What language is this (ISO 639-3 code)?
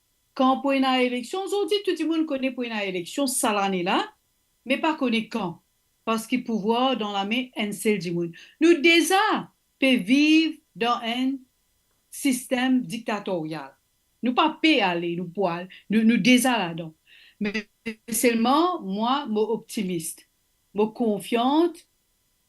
mfe